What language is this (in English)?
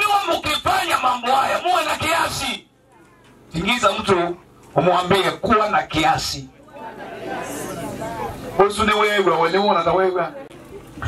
Swahili